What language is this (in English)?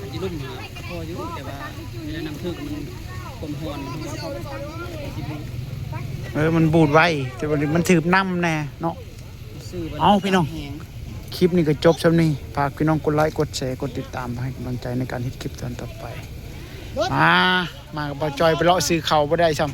Lao